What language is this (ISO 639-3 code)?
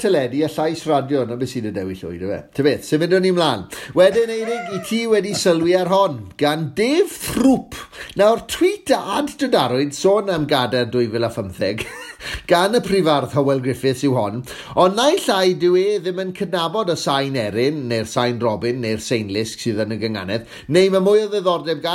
cym